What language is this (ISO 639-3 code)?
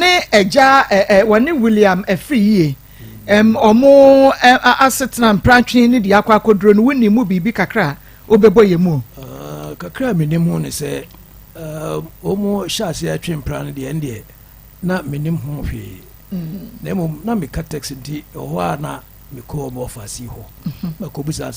aka